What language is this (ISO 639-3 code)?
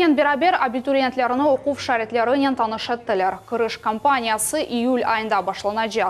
crh